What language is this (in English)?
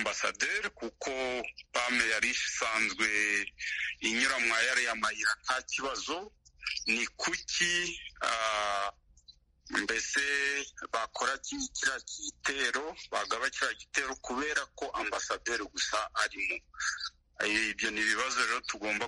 Kinyarwanda